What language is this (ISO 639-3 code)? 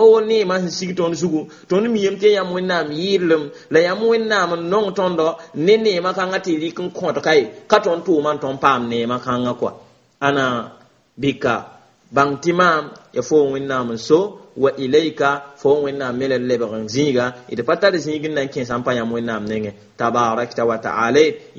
mos